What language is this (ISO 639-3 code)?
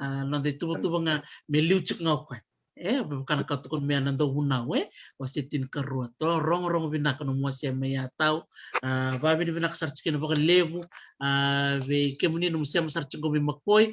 fij